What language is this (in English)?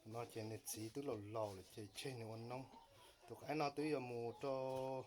Hmong